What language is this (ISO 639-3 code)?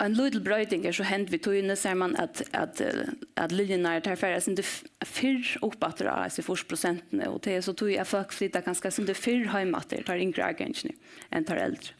fao